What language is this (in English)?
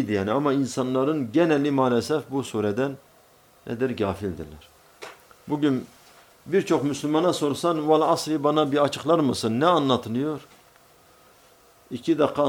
Turkish